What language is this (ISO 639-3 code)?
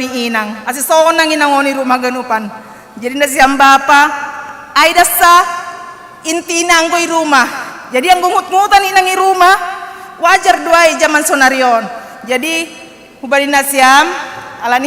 bts